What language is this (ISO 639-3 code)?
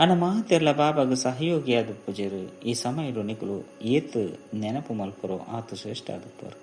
tcy